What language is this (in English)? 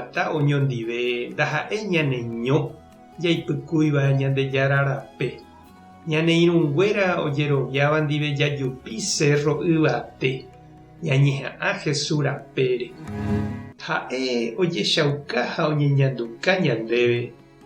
Guarani